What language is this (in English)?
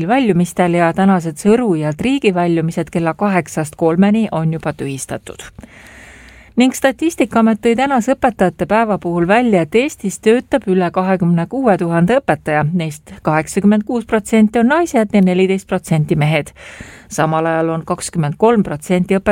Estonian